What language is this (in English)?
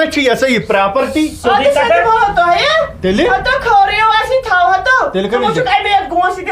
Kashmiri